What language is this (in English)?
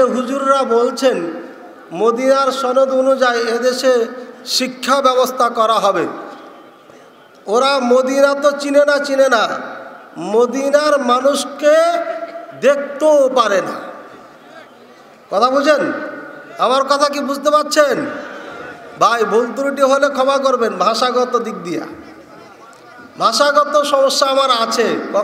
Bangla